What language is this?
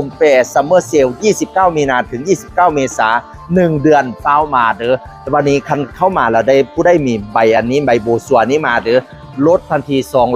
Northeastern Thai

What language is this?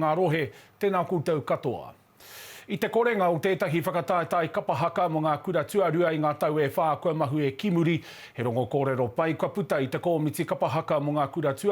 Māori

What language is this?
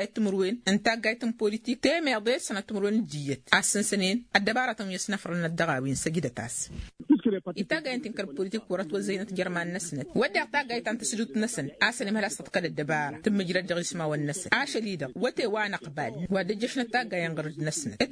Tamasheq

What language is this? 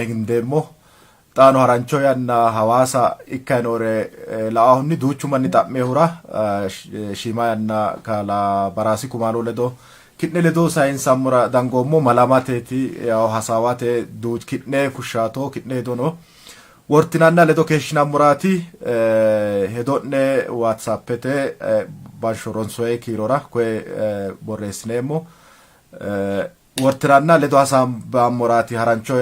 Sidamo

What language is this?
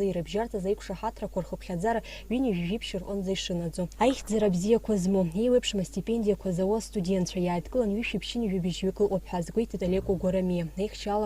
Abkhazian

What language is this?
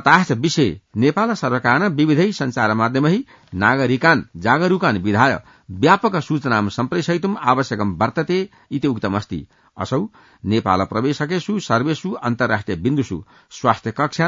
Sanskrit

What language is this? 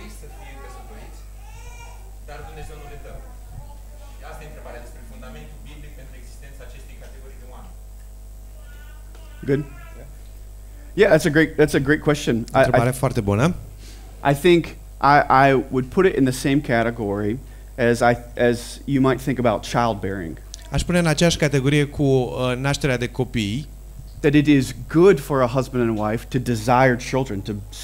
Romanian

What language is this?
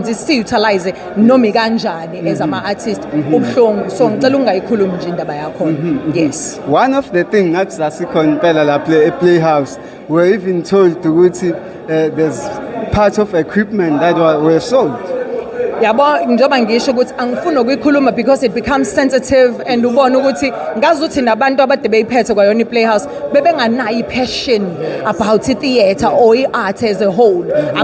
Zulu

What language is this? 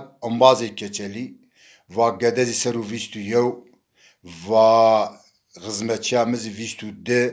Zaza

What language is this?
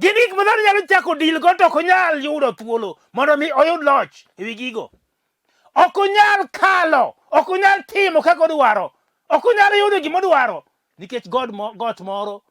Luo (Kenya and Tanzania)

